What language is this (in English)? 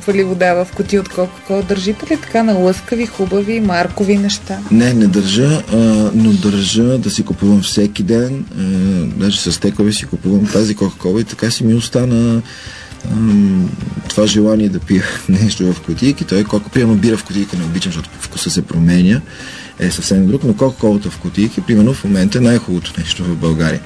Bulgarian